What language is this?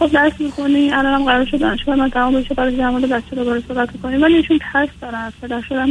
Persian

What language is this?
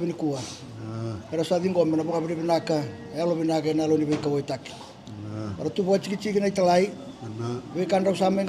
Fijian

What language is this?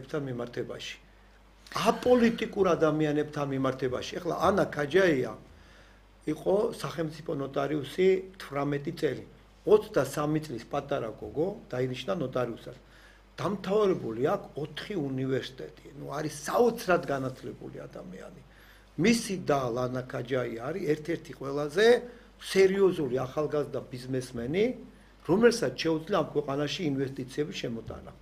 Georgian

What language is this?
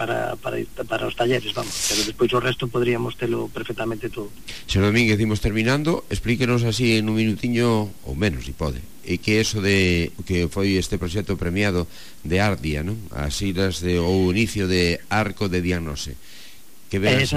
Galician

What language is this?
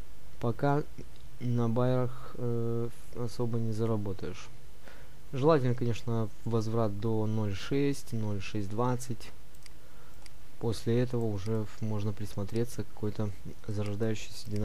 Russian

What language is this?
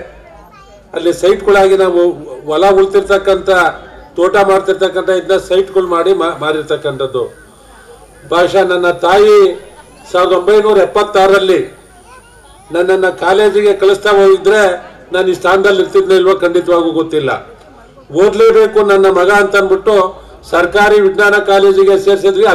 Kannada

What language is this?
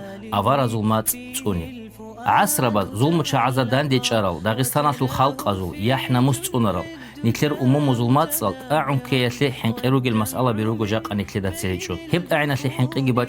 Avaric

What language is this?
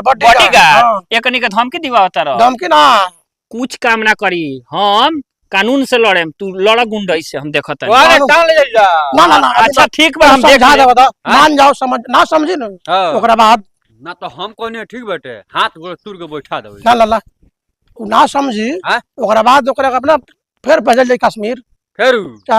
Bhojpuri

